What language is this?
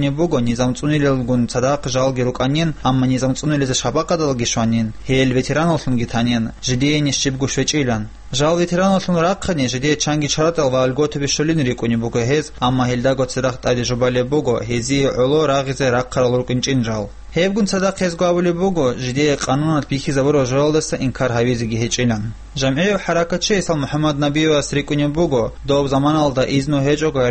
Avaric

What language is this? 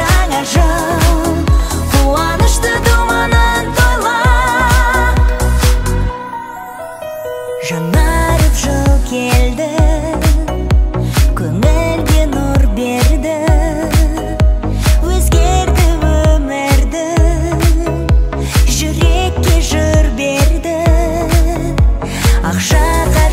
Kazakh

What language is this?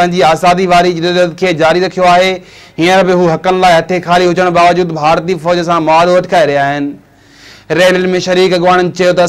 Sindhi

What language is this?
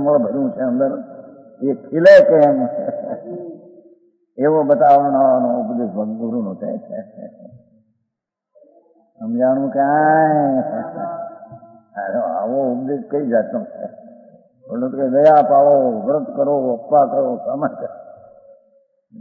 Gujarati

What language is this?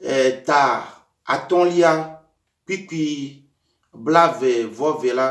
Ewe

